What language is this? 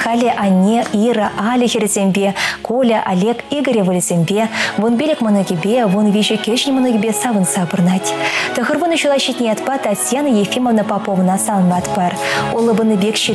Chuvash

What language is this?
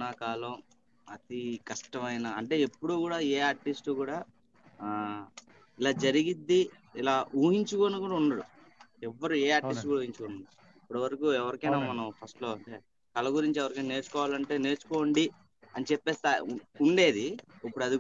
Telugu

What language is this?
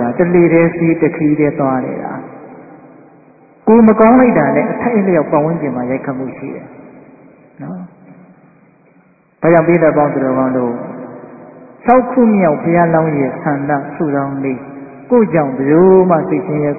Burmese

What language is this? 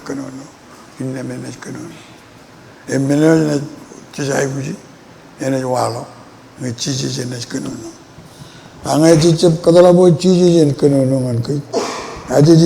Marshallese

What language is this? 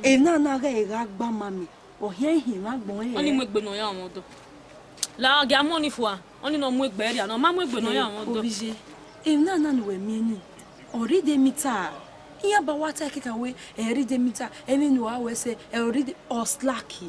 Bini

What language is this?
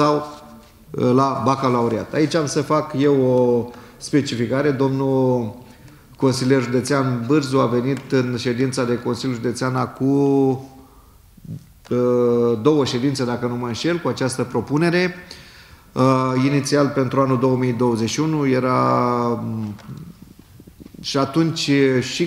Romanian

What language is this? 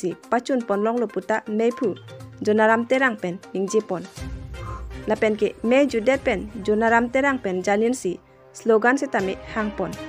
Karbi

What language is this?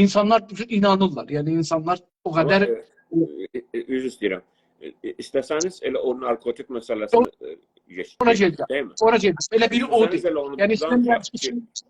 South Azerbaijani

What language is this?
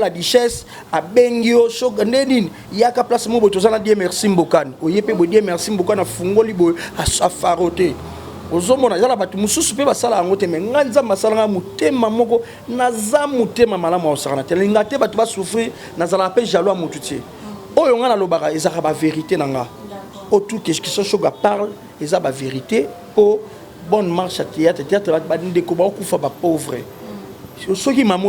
Lingala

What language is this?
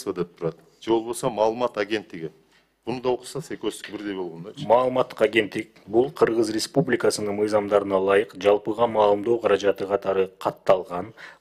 Kyrgyz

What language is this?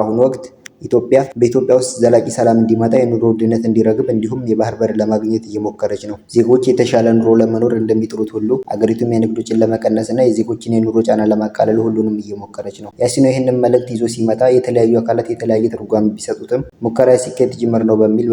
Amharic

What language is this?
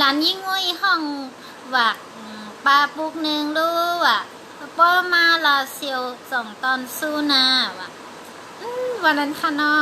Shan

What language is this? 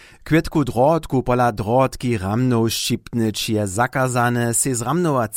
Upper Sorbian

